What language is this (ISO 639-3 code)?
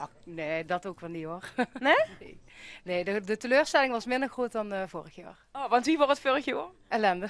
lim